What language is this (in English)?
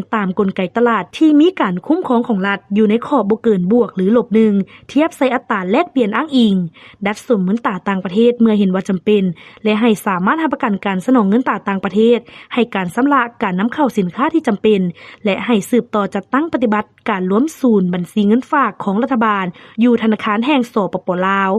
Lao